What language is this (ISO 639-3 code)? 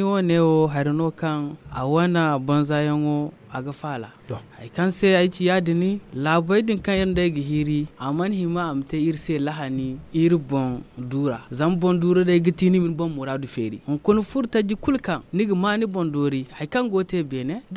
dje